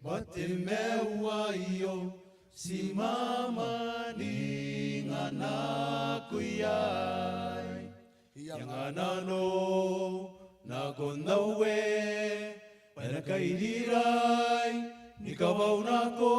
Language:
Gilbertese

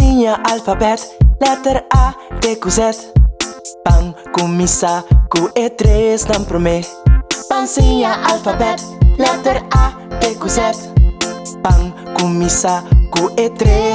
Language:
Papiamento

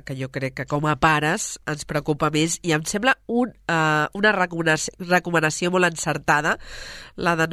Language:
Catalan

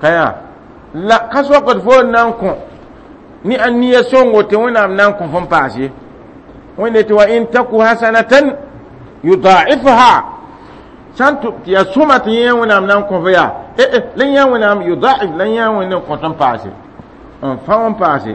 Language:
Mossi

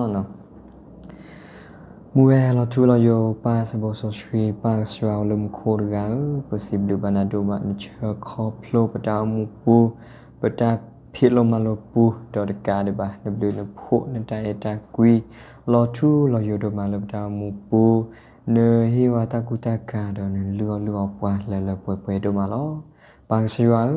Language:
S'gaw Karen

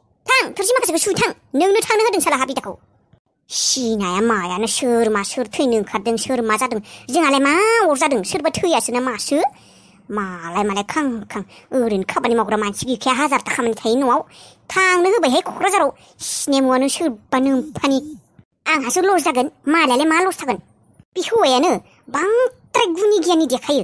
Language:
Bodo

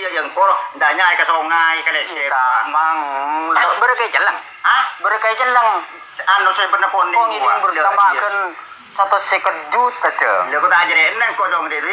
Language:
Madurese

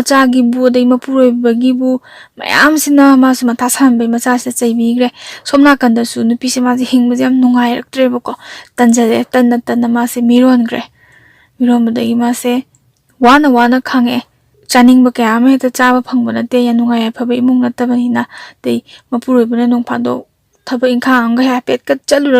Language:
Manipuri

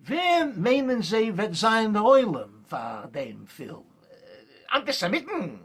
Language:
Yiddish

